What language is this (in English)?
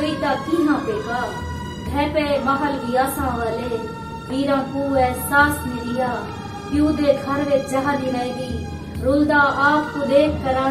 Saraiki